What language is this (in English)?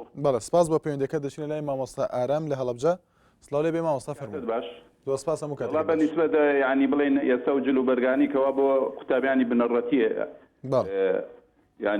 Central Kurdish